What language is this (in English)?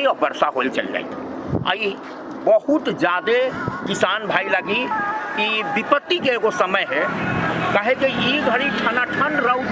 Magahi